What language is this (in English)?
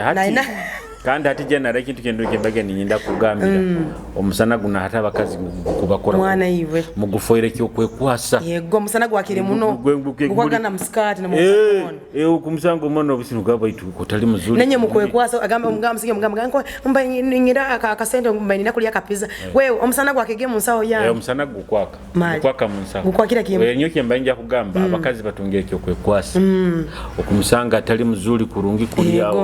Nyoro